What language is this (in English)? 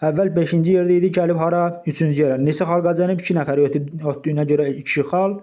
Azerbaijani